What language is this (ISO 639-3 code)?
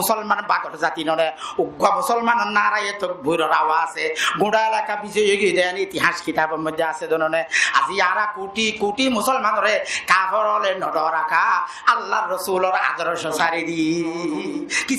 rhg